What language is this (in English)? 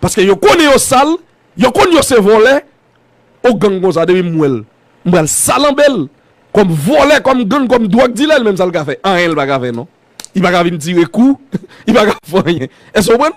Haitian Creole